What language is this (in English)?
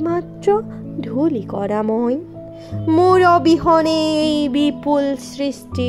Assamese